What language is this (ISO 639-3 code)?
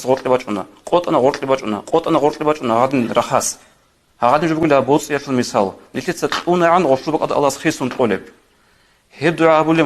ava